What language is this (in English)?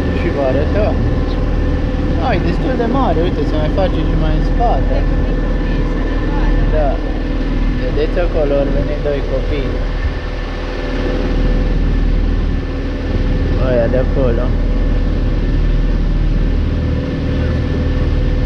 Romanian